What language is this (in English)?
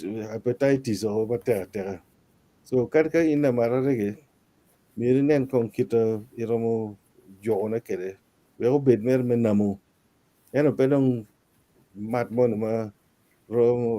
Acoli